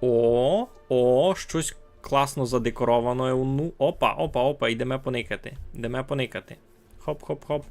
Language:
Rusyn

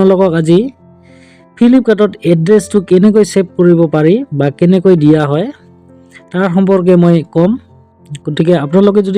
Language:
Assamese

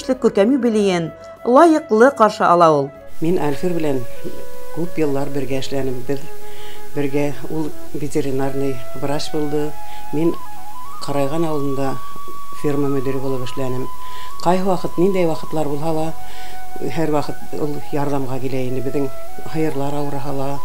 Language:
Bashkir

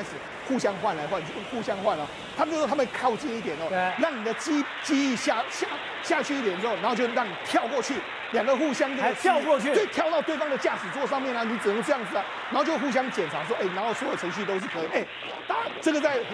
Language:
Chinese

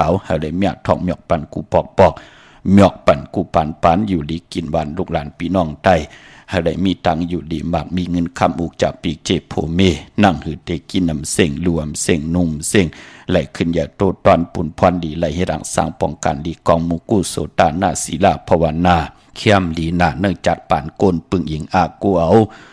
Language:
Shan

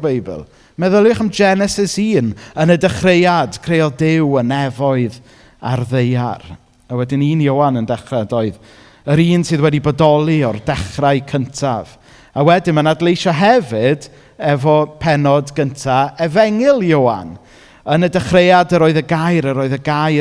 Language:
Welsh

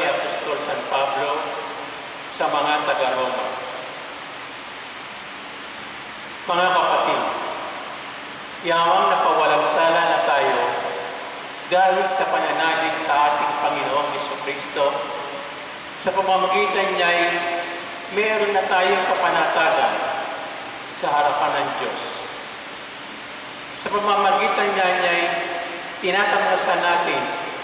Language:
Filipino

